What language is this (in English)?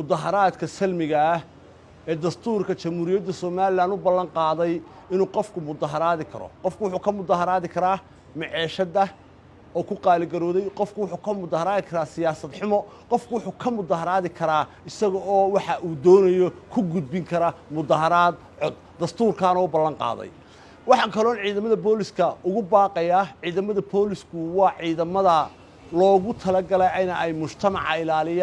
Somali